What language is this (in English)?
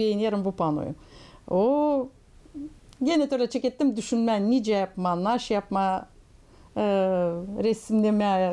Gagauz